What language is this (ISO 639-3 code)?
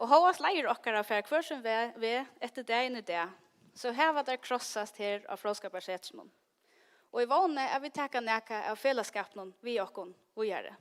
fao